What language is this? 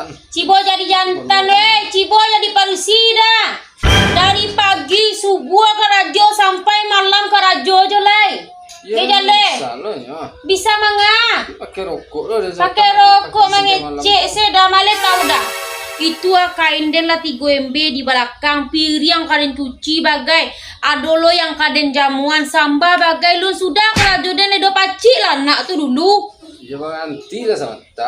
Minangkabau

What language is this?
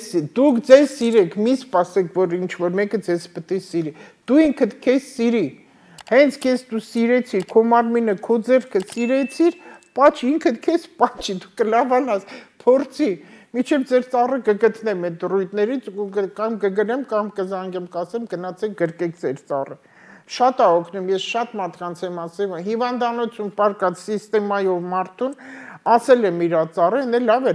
Armenian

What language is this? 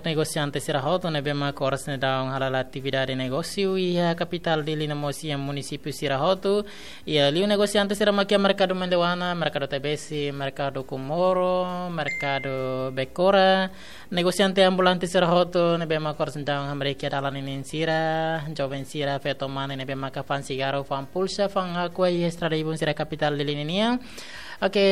Tetum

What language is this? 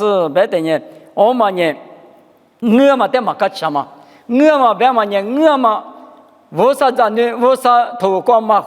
Lisu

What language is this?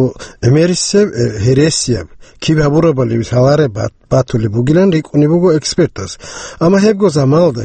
Avaric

